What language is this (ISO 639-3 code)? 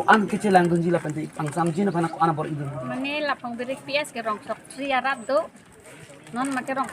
mjw